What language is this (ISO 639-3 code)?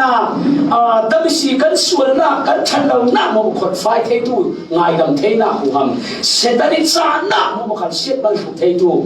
cfm